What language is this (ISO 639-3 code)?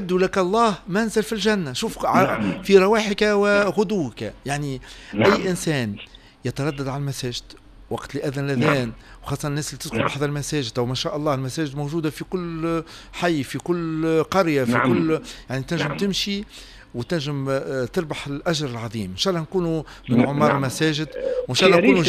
aeb